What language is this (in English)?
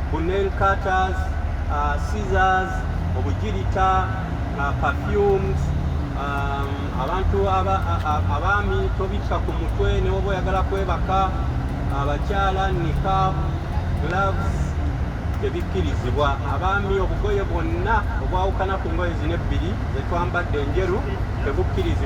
Ganda